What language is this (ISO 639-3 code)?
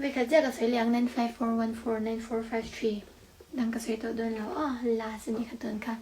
lus